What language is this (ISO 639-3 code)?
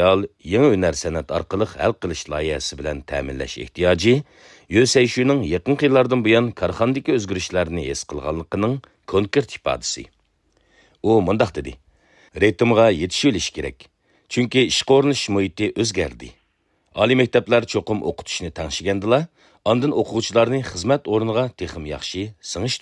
uig